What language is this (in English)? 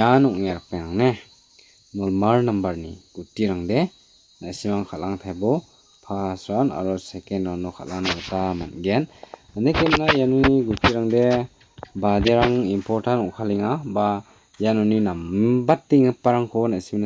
Garo